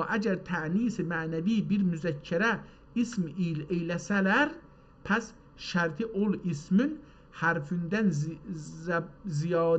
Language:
South Azerbaijani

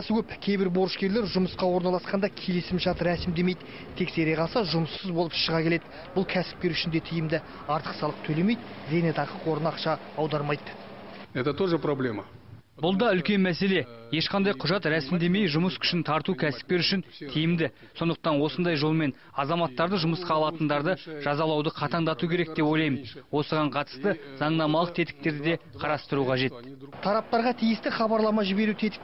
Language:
Kazakh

